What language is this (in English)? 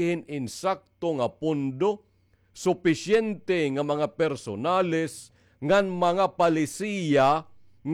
Waray